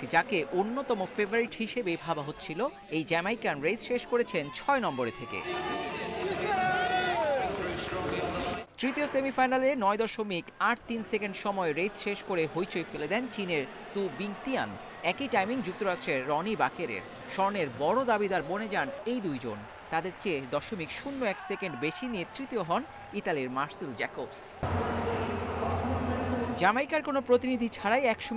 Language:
Bangla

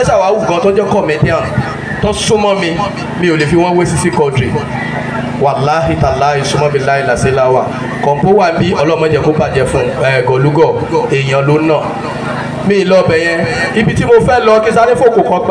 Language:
Yoruba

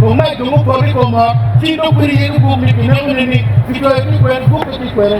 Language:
Acoli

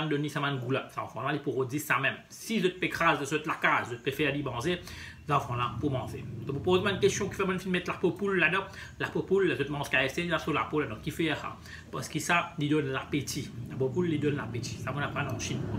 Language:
Morisyen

